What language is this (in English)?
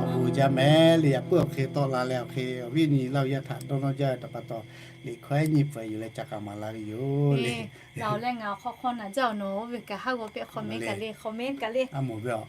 Lahu